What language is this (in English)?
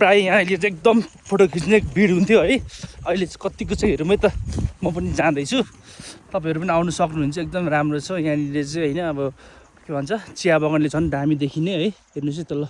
Nepali